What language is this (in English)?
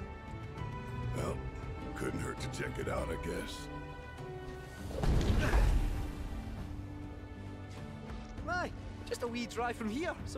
Portuguese